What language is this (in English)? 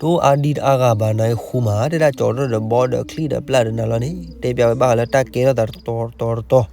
S'gaw Karen